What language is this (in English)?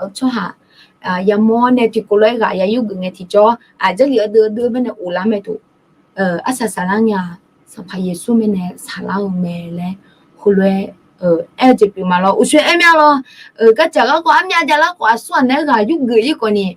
Akha